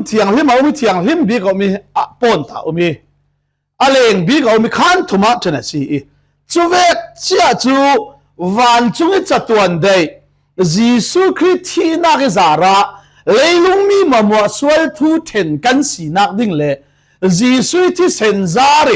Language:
Falam Chin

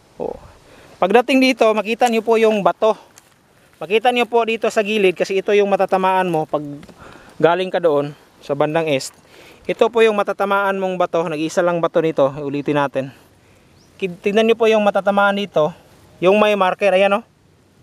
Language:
Filipino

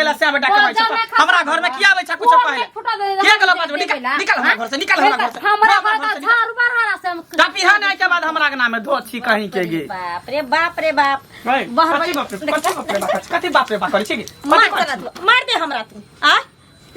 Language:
Maithili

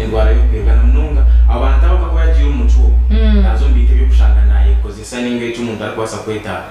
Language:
Nyankole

